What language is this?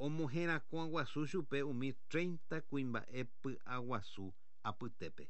Guarani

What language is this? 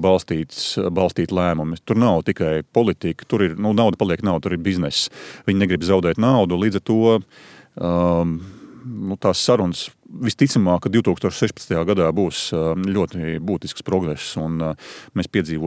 Latvian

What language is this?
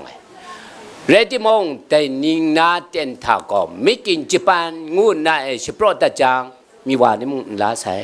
Kachin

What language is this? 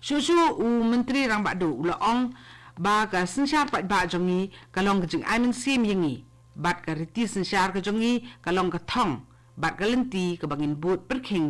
Khasi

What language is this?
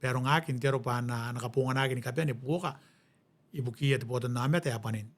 Gilbertese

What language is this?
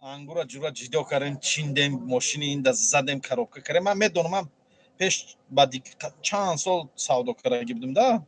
Tajik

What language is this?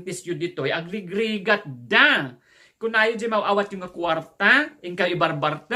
Iloko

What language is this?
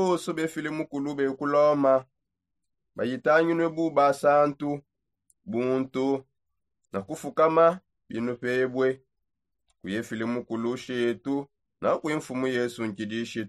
Songe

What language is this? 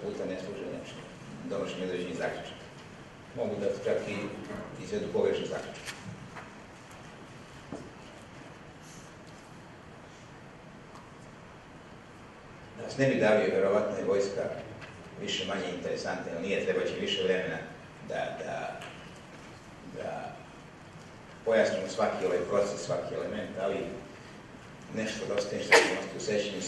Serbian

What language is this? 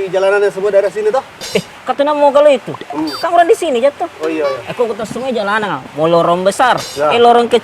Makassar Malay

